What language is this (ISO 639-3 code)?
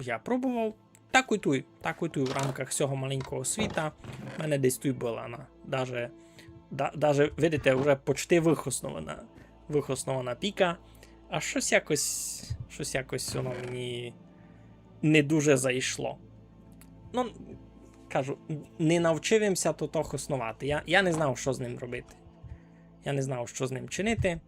rue